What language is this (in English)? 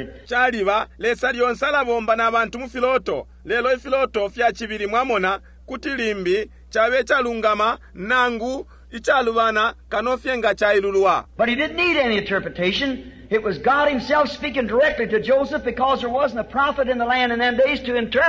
Bemba